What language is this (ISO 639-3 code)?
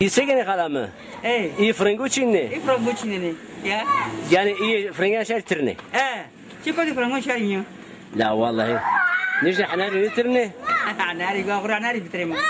zza